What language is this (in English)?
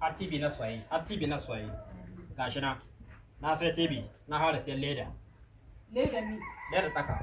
Hausa